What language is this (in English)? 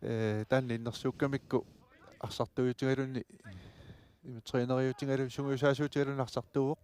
Kalaallisut